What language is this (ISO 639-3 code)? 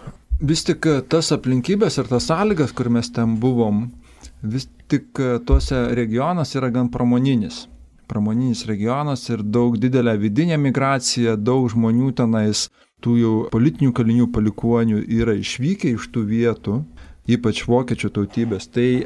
lit